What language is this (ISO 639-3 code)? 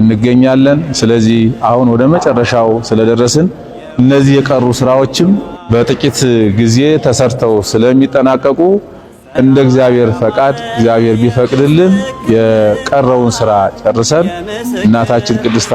amh